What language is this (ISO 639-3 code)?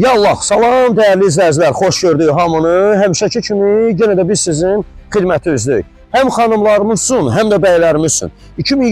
aze